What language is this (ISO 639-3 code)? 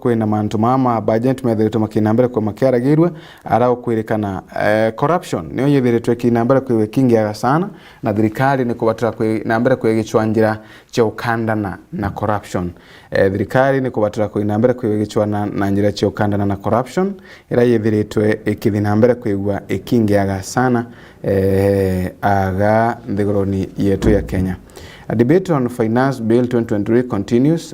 mer